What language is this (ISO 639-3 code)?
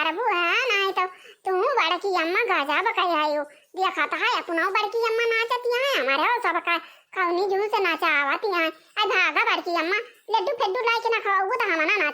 awa